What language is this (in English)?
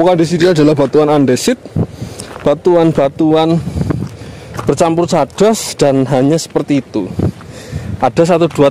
Indonesian